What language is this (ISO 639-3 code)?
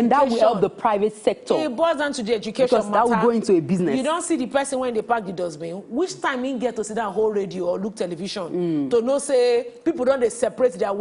pcm